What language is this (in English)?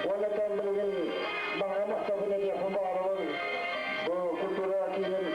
Yakut